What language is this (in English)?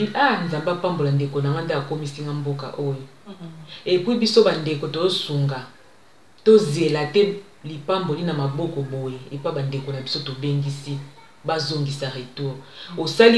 Lingala